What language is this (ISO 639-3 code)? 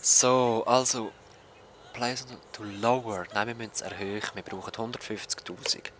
gsw